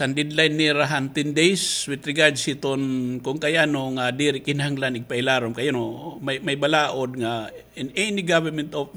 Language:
Waray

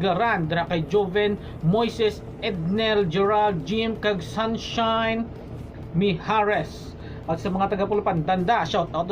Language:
Hiligaynon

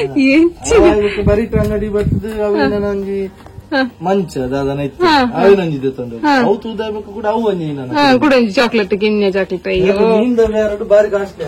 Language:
Tulu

